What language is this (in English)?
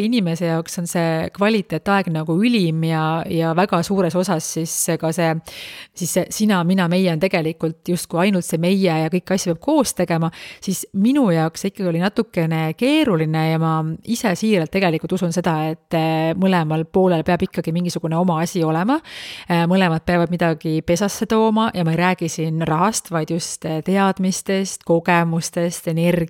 Estonian